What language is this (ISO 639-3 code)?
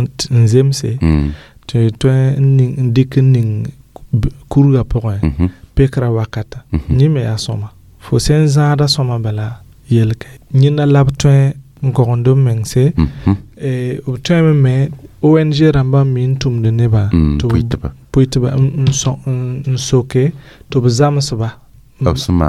mos